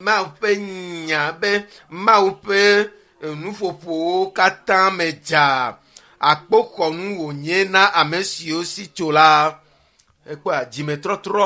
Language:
Ewe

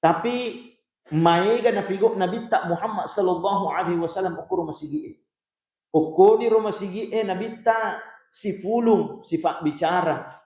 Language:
Buginese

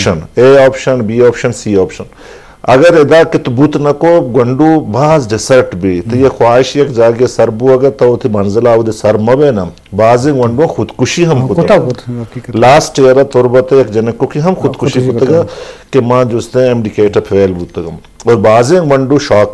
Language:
Baluchi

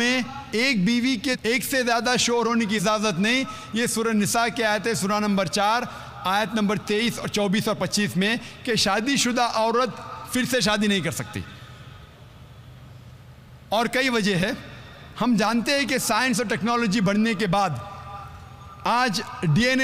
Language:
Hindi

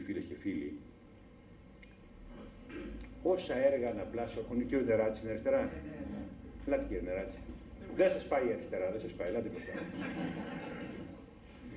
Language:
Greek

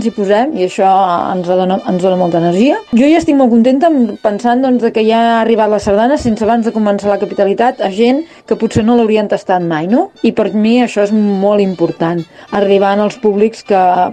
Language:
Catalan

